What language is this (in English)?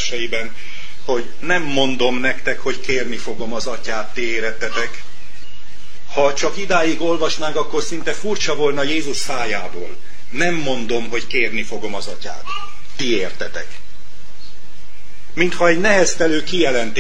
Hungarian